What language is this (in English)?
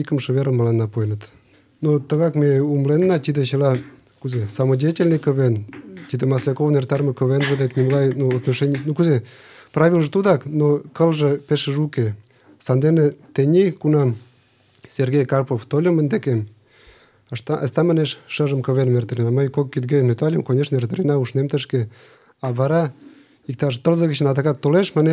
Mari